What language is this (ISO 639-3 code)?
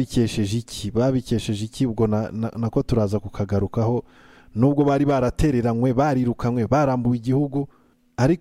kin